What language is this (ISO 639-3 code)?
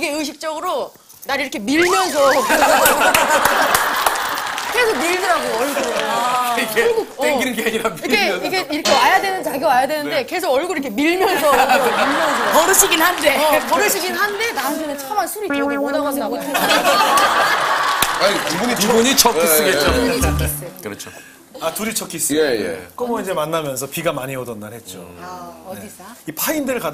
kor